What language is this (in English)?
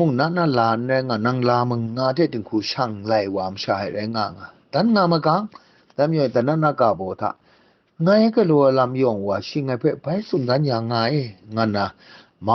Kachin